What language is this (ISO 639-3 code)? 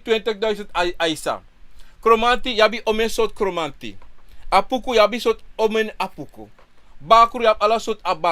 srn